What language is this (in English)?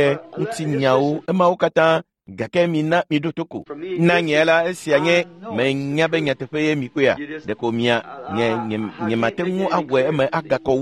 Ewe